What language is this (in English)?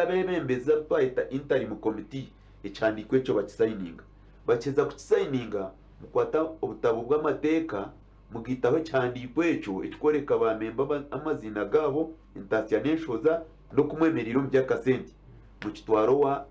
Nyankole